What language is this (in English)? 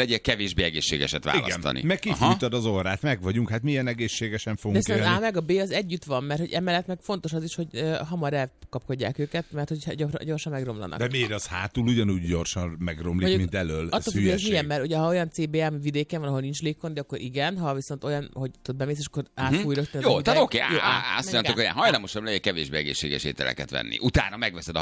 Hungarian